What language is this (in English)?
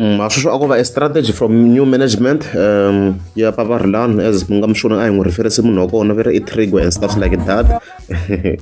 Tsonga